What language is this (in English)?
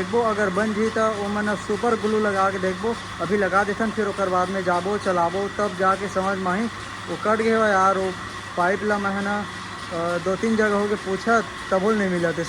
Chhattisgarhi